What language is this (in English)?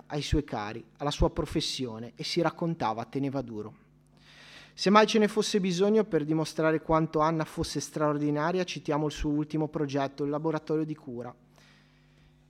Italian